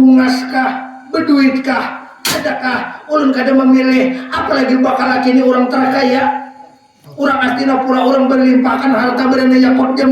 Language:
Banjar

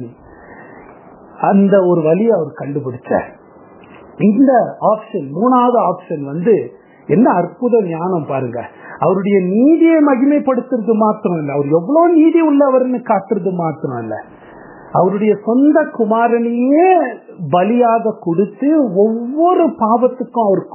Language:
Tamil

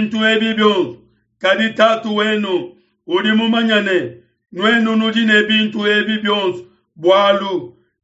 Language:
Luba-Lulua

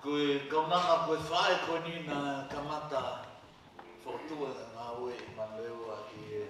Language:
Tongan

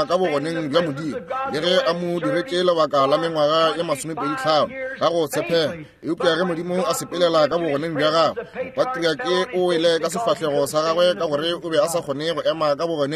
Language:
Northern Sotho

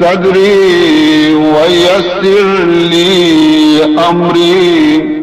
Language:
Baluchi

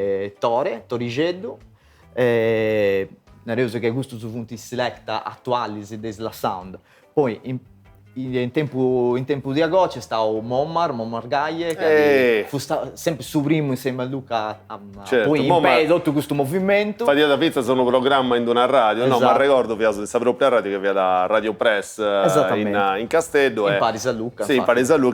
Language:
Sardinian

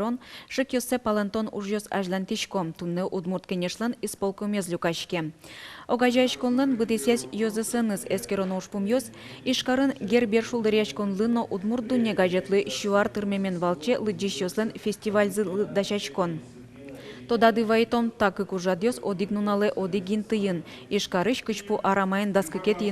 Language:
Udmurt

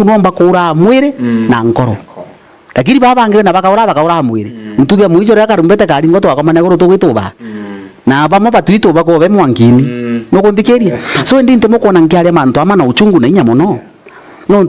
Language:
Meru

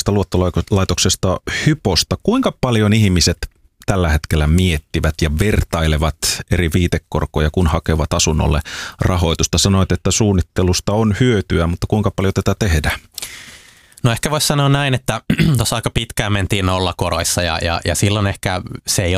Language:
Finnish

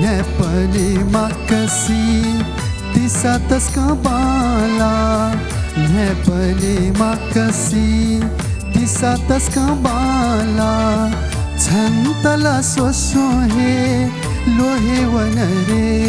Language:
Newari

